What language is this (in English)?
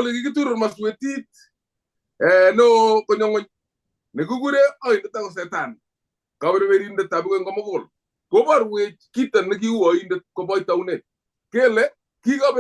Kalenjin